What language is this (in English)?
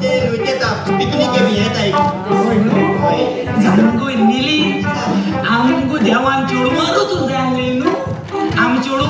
Konkani